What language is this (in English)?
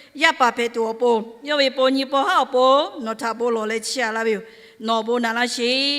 Lahu